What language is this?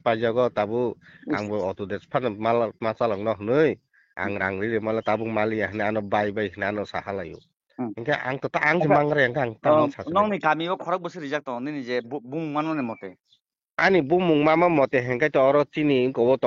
Kok Borok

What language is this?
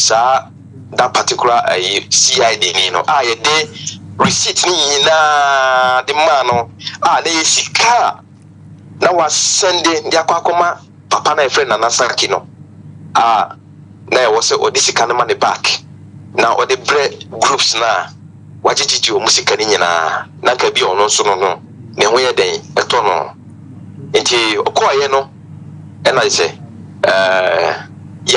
Akan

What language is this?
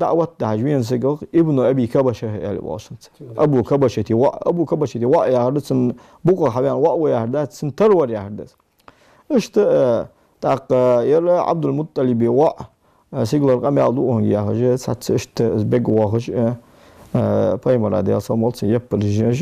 Ingush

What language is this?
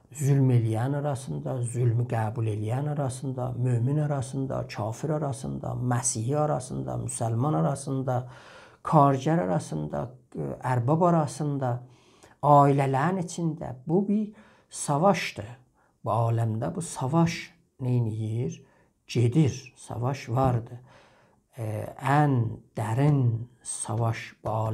South Azerbaijani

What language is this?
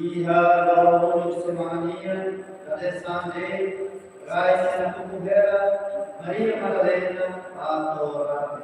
Tetum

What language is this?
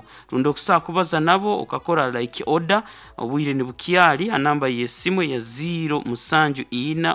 Nyoro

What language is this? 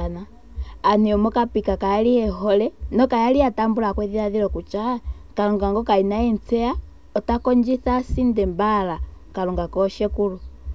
Ndonga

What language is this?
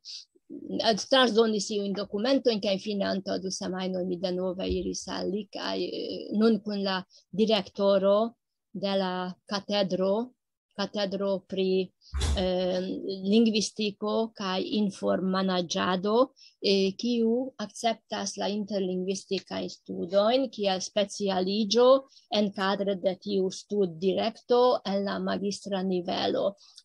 Esperanto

